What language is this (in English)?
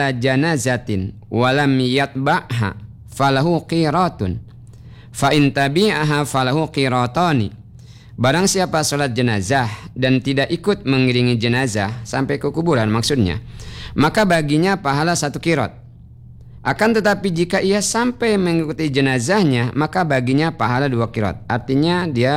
Indonesian